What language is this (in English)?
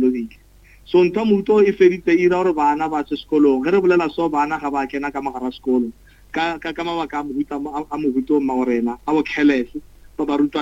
Northern Sotho